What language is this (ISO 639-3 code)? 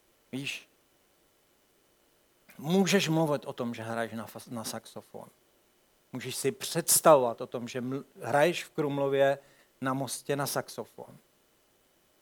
ces